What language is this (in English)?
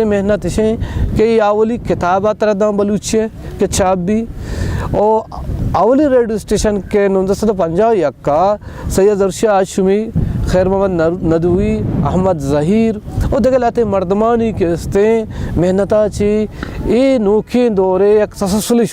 Baluchi